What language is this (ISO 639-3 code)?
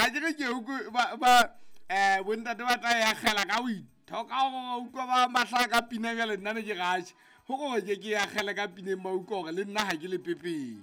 sot